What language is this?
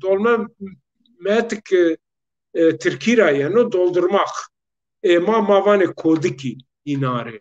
Zaza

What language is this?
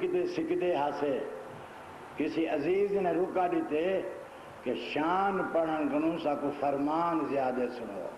Saraiki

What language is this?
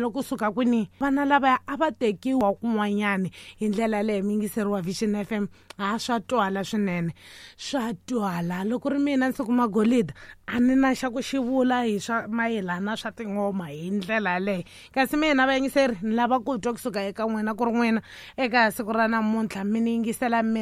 Tsonga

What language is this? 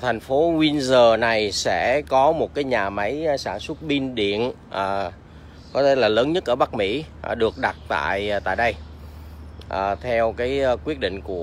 Vietnamese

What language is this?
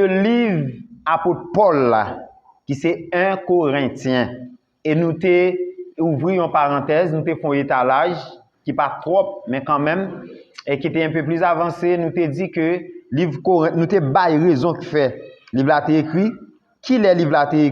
Haitian Creole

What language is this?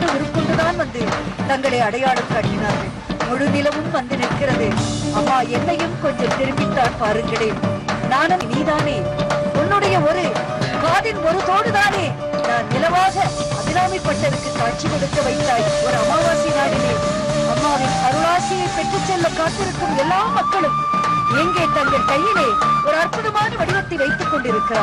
Tamil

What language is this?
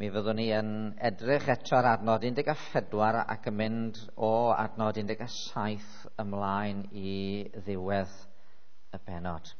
Welsh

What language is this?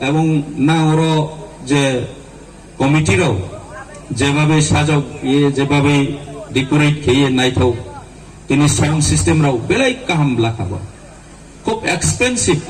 Riang (India)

